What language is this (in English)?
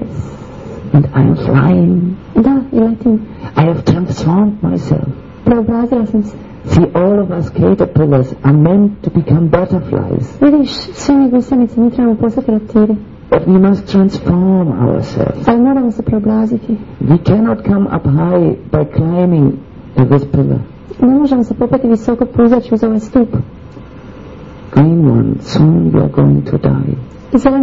Croatian